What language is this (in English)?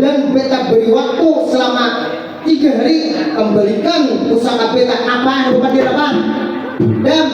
Banjar